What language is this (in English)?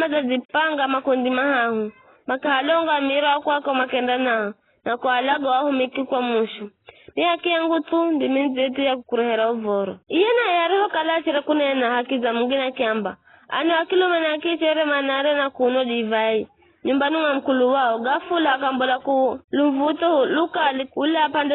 Giryama